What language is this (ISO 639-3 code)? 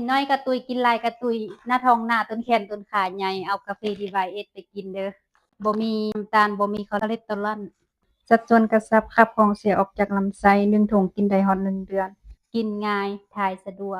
lao